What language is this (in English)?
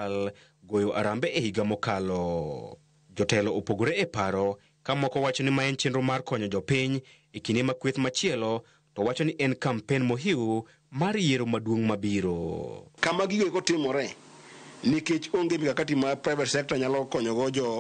Luo (Kenya and Tanzania)